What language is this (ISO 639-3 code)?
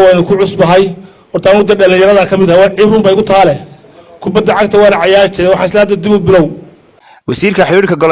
som